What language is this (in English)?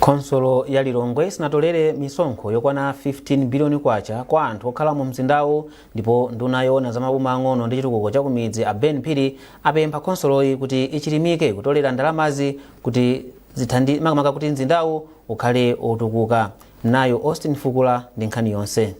Nyanja